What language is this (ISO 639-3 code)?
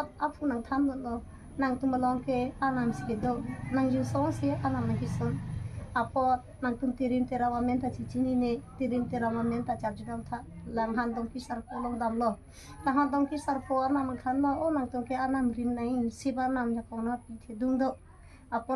mjw